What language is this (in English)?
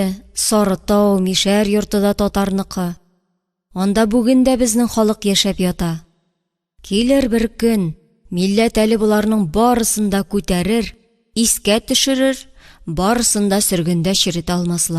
Tatar